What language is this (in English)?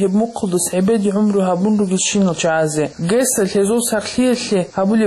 Avaric